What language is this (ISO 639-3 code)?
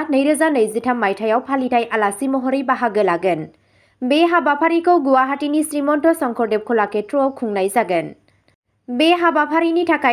brx